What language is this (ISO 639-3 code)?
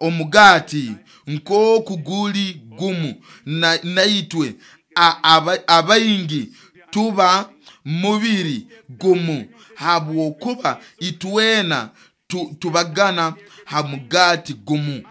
nyo